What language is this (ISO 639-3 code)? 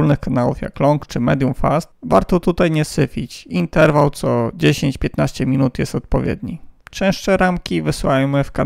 pol